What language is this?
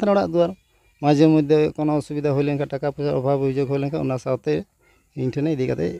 Santali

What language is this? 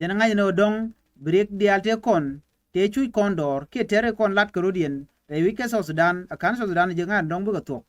Nuer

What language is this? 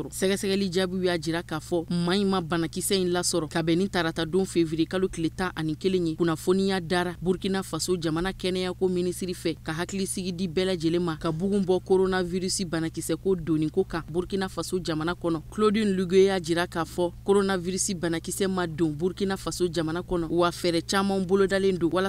Bambara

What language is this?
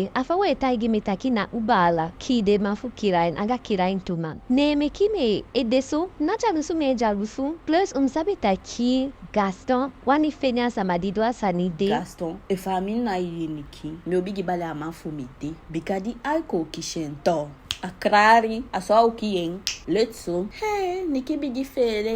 Eastern Maroon Creole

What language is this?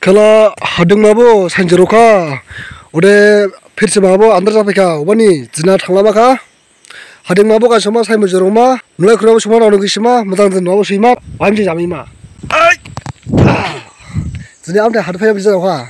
Dimasa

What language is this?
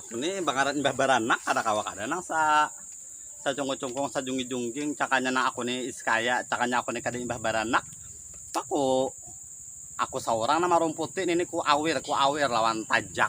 Banjar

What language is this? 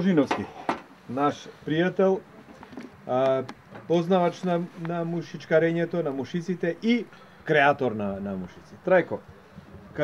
Macedonian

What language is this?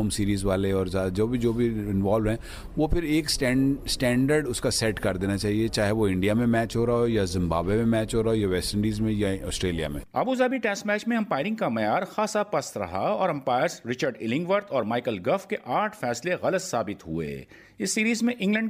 Urdu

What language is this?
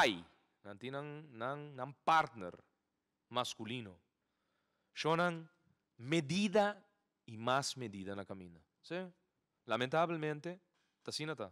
Papiamento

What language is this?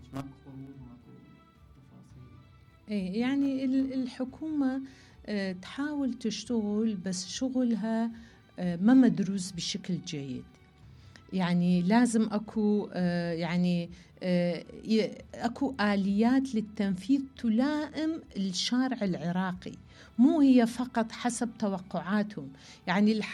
Mesopotamian Arabic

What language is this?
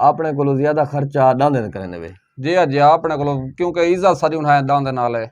Saraiki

